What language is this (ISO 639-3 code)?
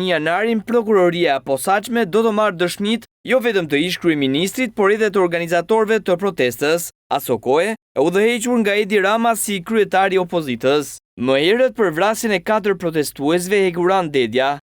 sqi